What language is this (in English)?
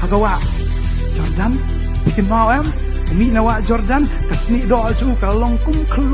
Khasi